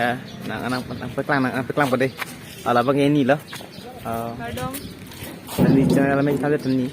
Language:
Karbi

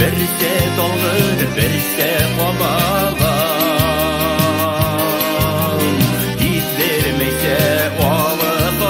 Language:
Bashkir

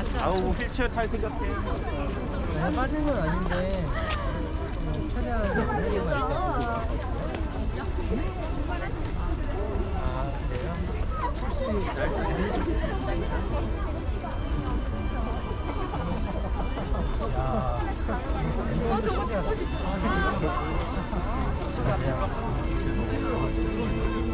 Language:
Korean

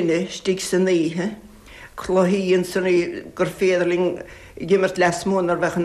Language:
Irish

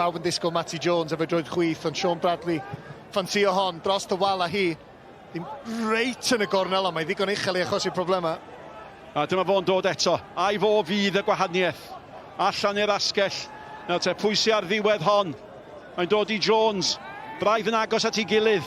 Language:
Welsh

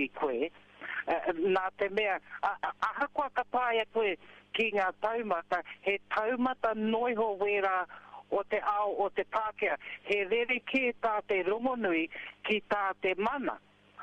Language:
Māori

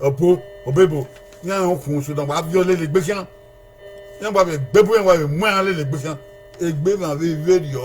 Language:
Bini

